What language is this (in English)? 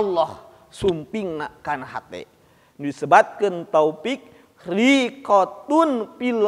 Sundanese